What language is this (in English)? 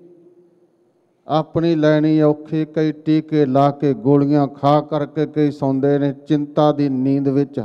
Punjabi